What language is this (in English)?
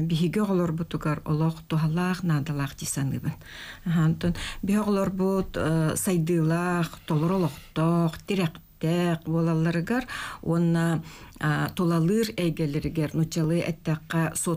Yakut